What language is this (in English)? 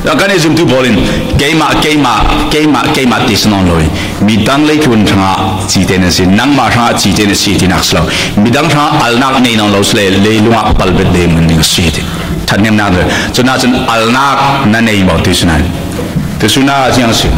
Falam Chin